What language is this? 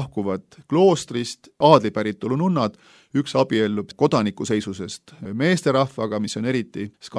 Estonian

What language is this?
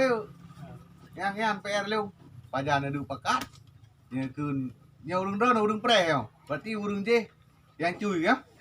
Achinese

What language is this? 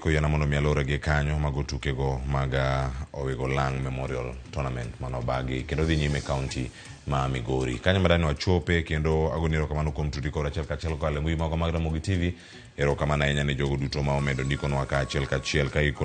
Luo (Kenya and Tanzania)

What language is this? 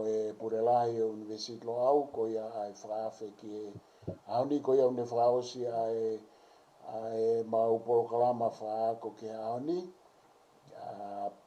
Tongan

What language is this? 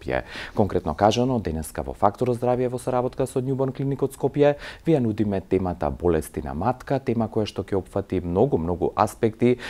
Macedonian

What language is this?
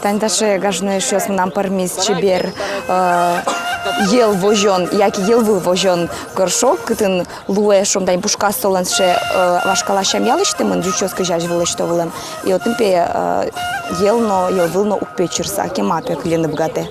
Udmurt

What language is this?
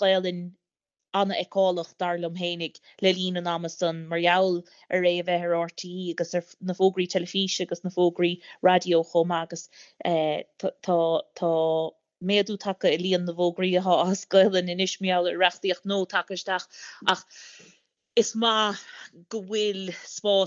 Irish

